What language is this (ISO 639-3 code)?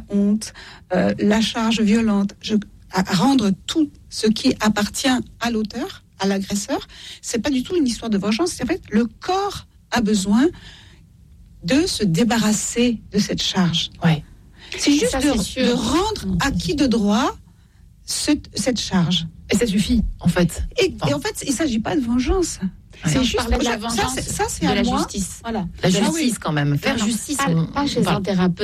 fra